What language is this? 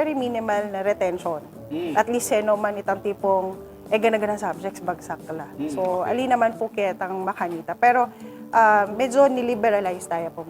Pampanga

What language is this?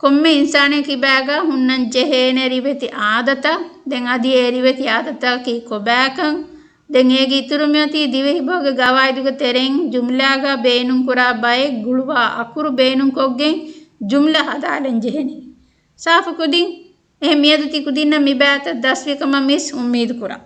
Divehi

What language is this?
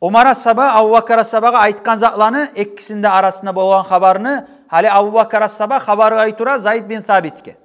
Kumyk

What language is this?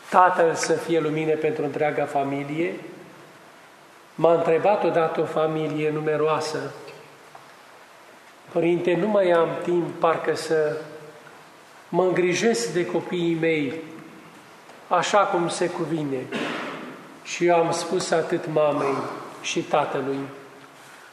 Romanian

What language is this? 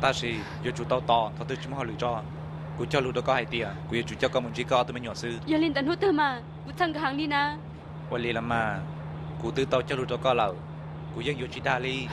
Hmong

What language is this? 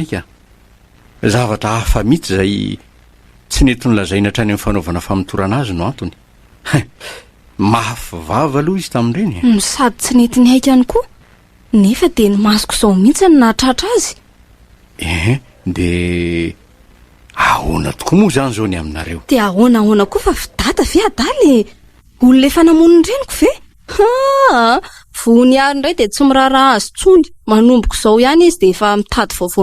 Malagasy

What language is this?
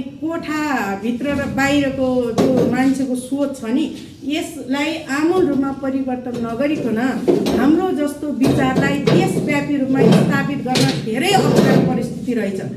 Nepali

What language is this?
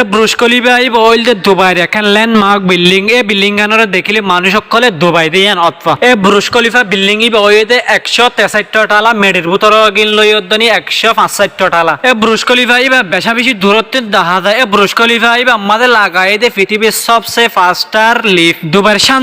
Rohingya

